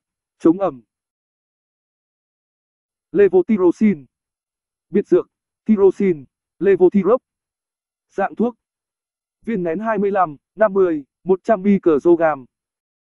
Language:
Vietnamese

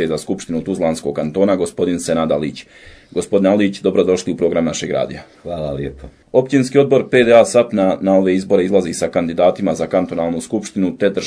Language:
Bosnian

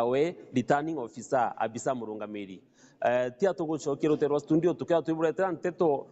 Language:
Meru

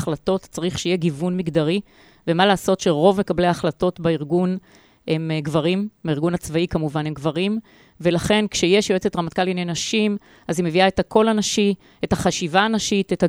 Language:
Hebrew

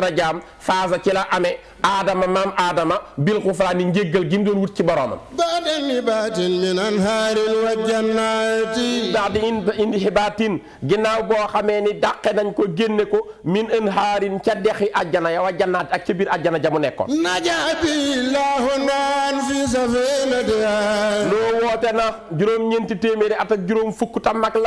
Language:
Wolof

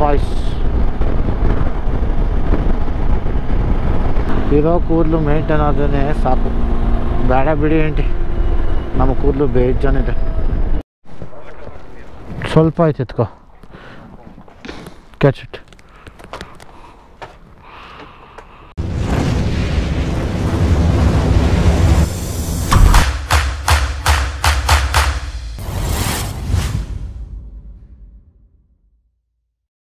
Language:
Kannada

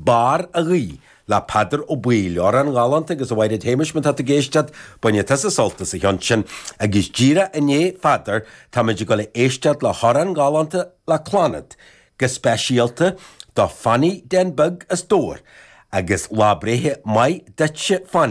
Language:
Irish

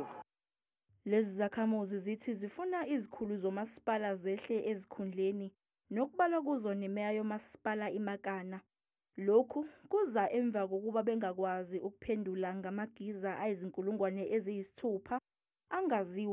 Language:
Zulu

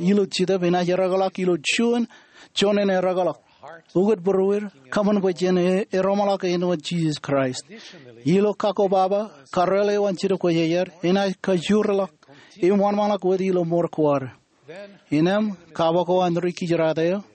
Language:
Marshallese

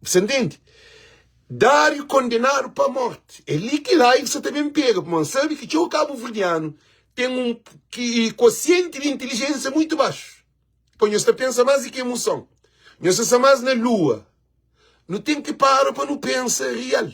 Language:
Kabuverdianu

